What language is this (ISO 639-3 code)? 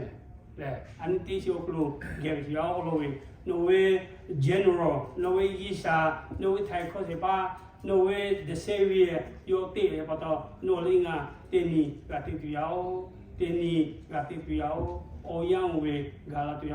lhu